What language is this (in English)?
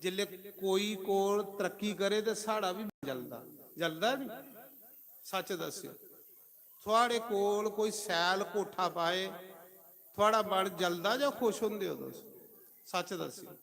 Dogri